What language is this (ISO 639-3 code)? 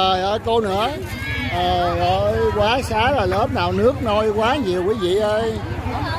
vie